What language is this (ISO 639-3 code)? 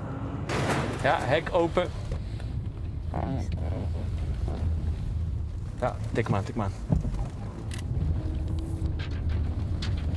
nld